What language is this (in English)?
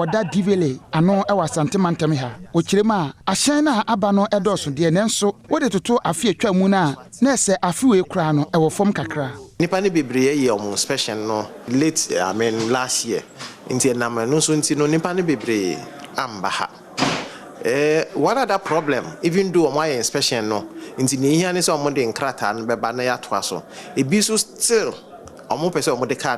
Akan